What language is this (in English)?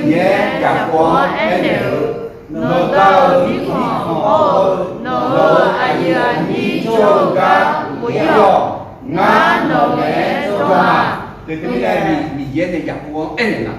Akha